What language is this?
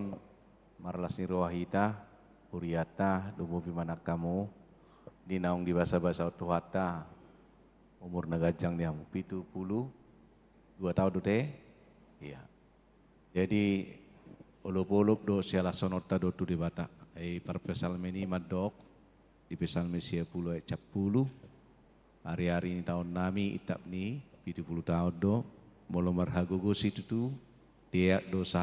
Batak Toba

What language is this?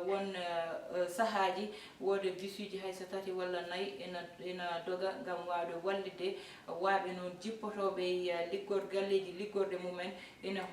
Fula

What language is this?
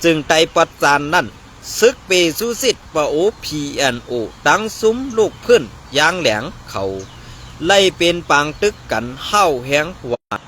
Shan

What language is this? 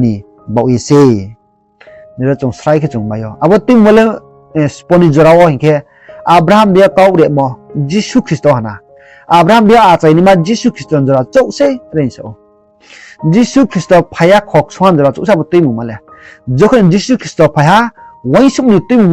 Riang (India)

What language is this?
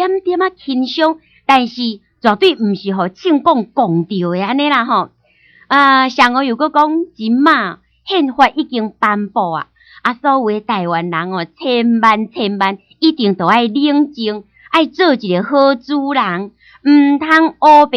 Min Nan Chinese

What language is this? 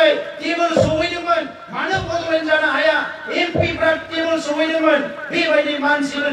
Bodo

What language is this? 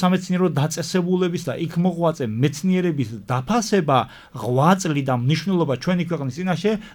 Georgian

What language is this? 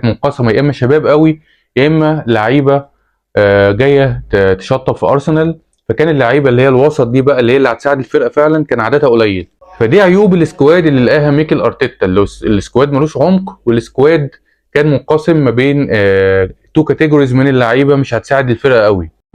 Egyptian Arabic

